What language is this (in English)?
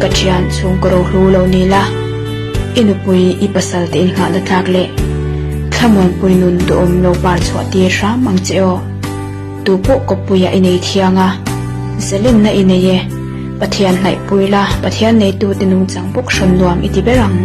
Mizo